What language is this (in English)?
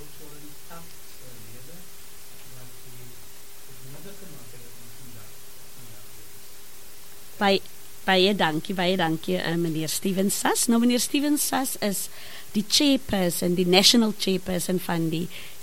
Afrikaans